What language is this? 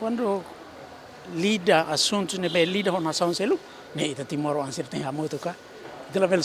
Tetum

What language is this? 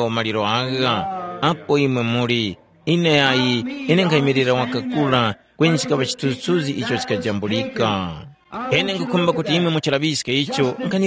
Tumbuka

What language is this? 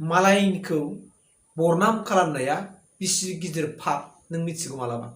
Bodo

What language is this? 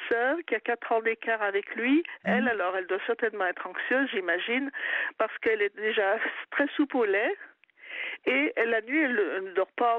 French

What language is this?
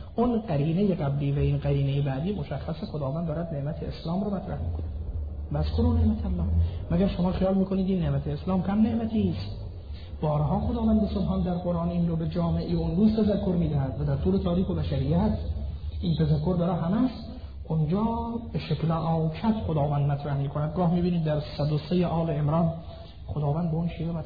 Persian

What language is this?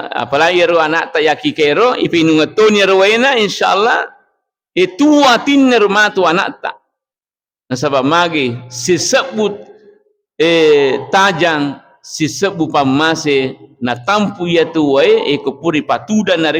Buginese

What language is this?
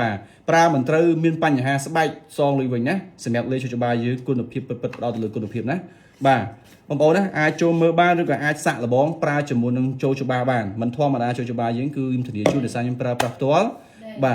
Khmer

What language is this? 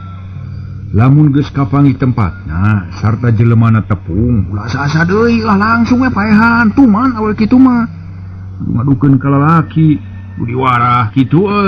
Sundanese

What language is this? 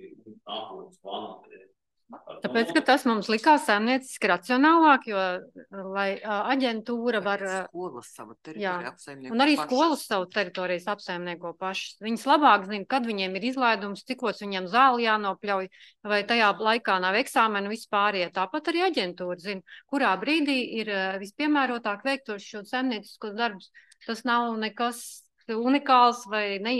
Latvian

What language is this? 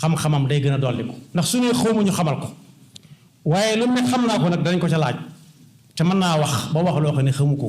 Wolof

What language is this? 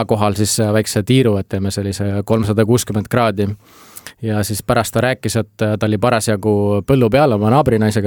Estonian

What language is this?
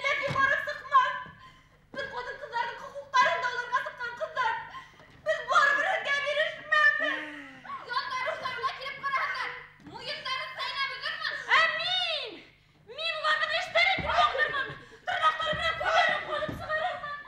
Bashkir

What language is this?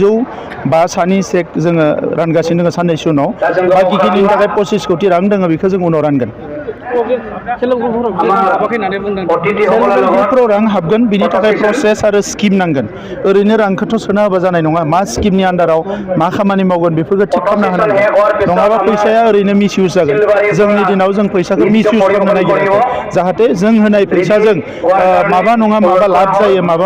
Bodo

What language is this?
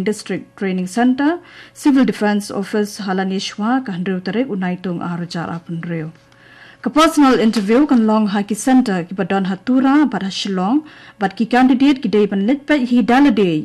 Khasi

